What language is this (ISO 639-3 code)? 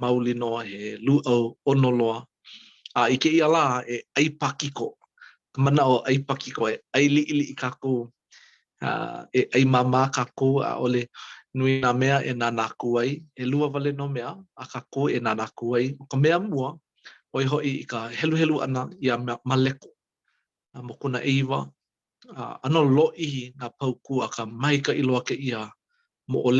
haw